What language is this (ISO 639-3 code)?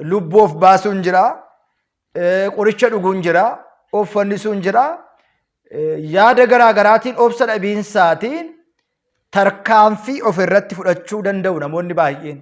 orm